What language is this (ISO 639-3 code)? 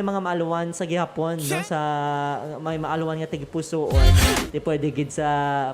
hil